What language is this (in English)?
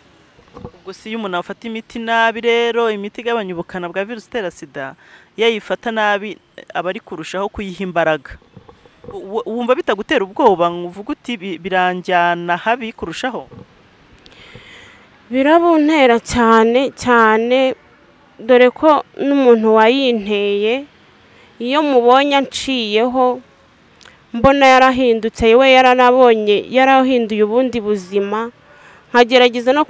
Kinyarwanda